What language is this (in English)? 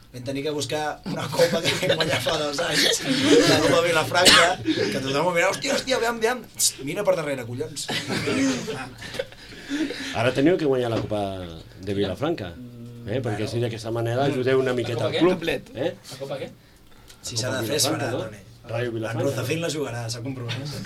Catalan